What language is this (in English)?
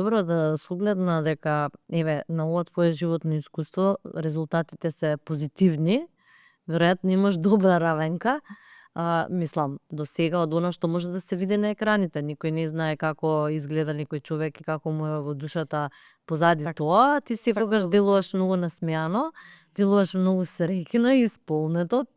Macedonian